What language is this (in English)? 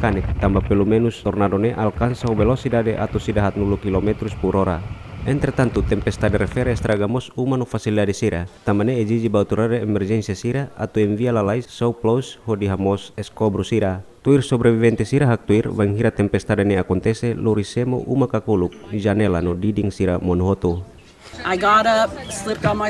Tetum